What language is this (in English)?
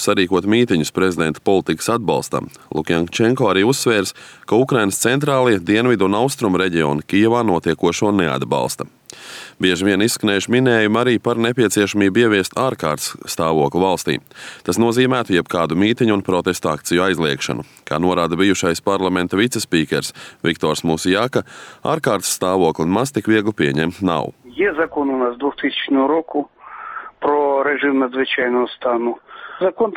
Latvian